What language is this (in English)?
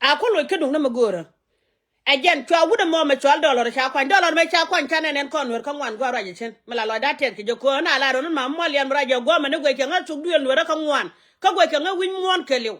Nuer